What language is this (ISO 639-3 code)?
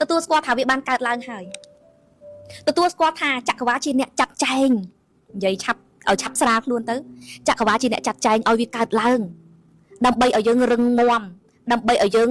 khm